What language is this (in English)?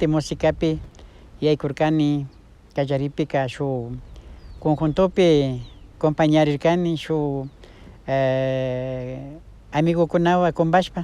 Imbabura Highland Quichua